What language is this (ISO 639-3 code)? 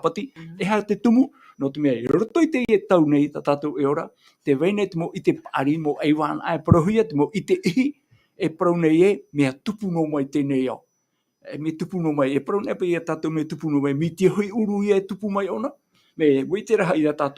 tah